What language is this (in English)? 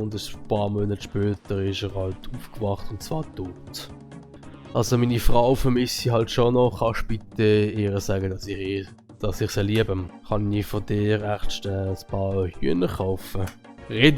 Swiss German